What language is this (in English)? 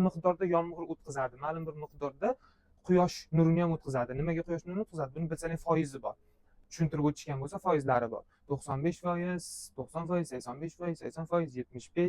Uzbek